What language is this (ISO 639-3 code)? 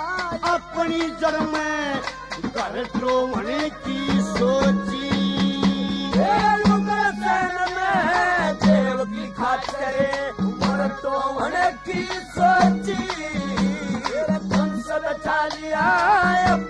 bgc